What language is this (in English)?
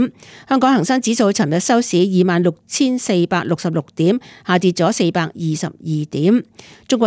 Cantonese